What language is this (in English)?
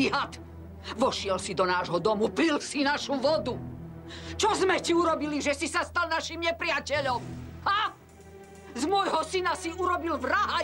Slovak